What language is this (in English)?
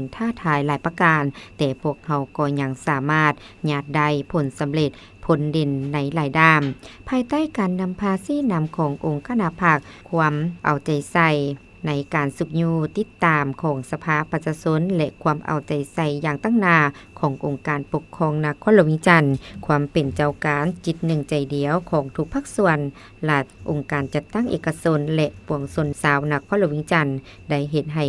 Lao